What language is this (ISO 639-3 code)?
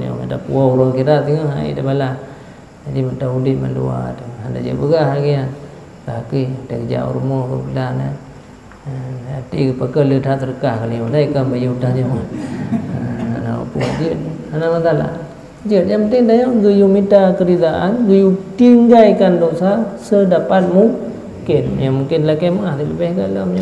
ace